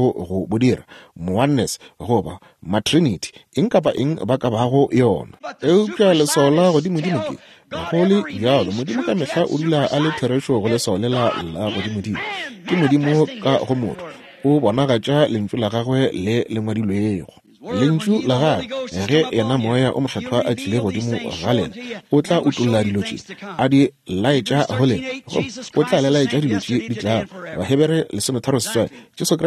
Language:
Northern Sotho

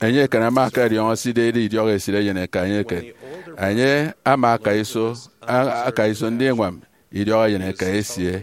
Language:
Efik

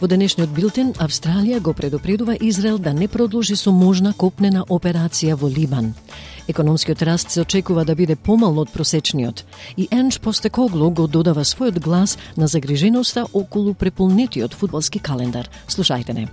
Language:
Macedonian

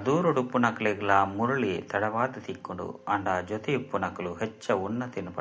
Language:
Tulu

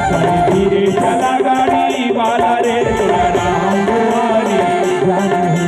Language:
Chhattisgarhi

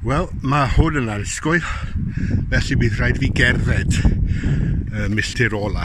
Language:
Welsh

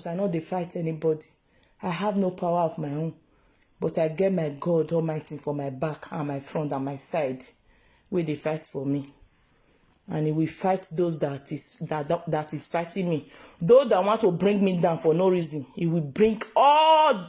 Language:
Nigerian Pidgin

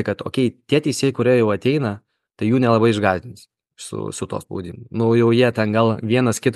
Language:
Lithuanian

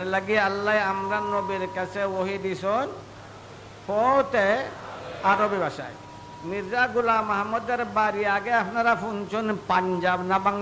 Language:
Sylheti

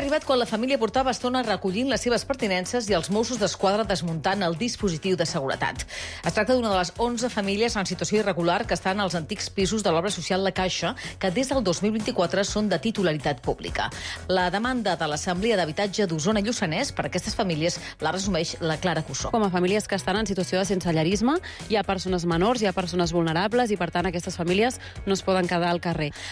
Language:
Catalan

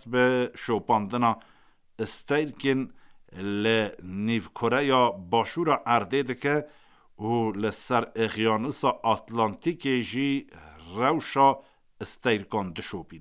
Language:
Kurdish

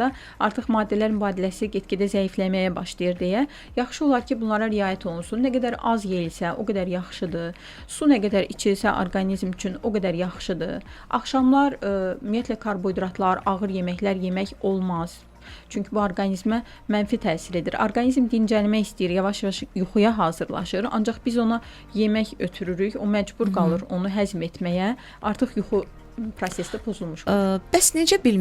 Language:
Azerbaijani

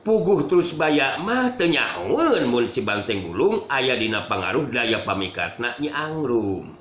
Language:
Sundanese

